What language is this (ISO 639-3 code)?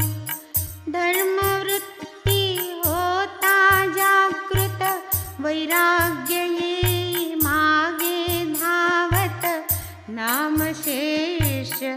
mar